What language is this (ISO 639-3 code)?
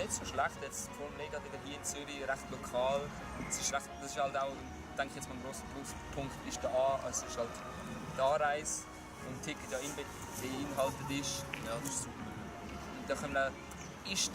gsw